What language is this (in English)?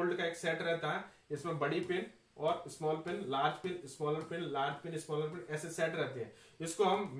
Hindi